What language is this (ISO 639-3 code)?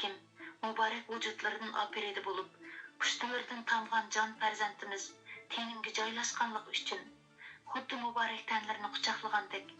uig